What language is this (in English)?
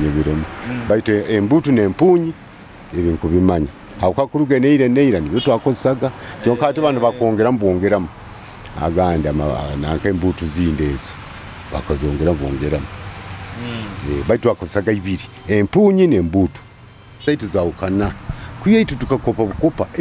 Nyoro